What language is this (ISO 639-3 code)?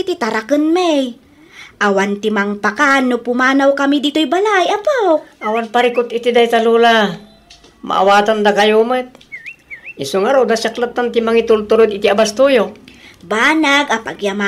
ilo